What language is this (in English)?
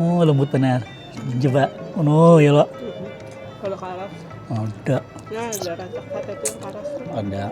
Banjar